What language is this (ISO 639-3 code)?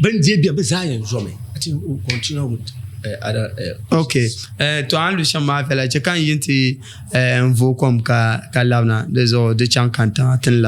dag